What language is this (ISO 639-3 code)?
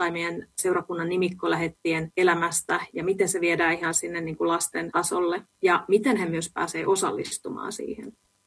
fin